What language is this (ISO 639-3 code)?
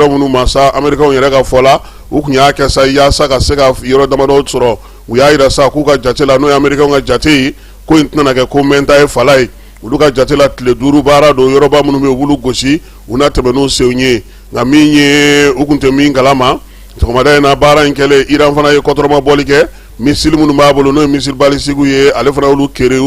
bam